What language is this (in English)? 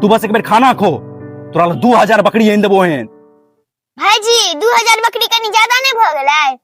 Maithili